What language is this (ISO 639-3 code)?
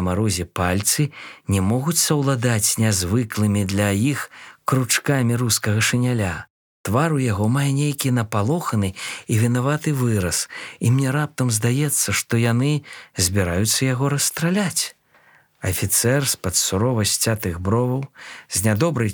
bel